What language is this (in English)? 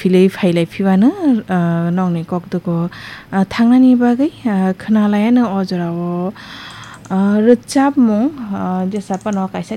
Kok Borok